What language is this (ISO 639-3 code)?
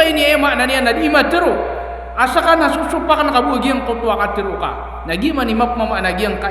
mrw